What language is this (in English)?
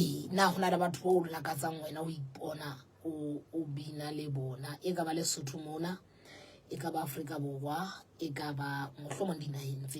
Southern Sotho